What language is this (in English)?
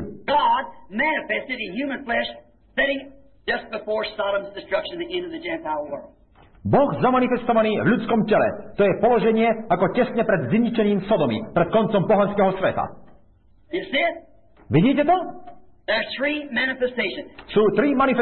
Slovak